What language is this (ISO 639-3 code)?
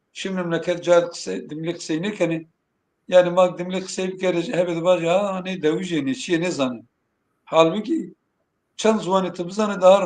zza